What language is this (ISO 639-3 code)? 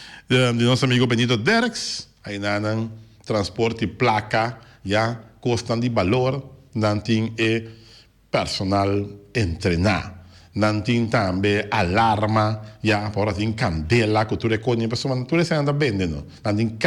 pap